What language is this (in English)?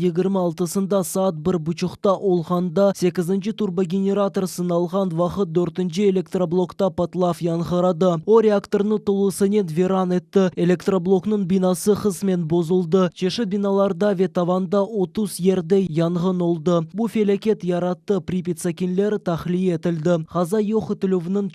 Crimean Tatar